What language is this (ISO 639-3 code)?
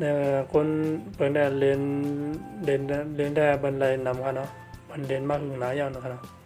shn